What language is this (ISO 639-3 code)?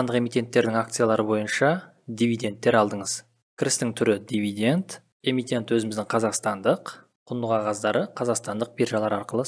kaz